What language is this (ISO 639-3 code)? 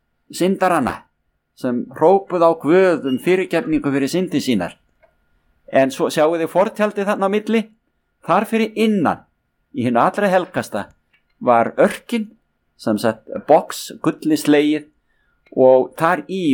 isl